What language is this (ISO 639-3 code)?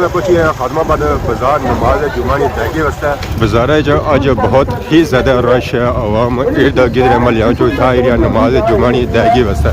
phr